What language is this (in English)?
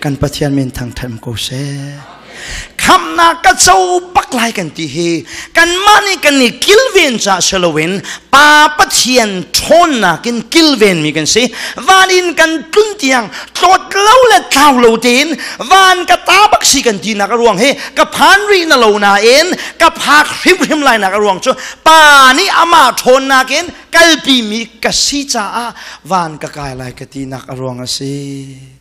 Hakha Chin